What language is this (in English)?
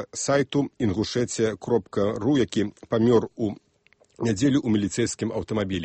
Belarusian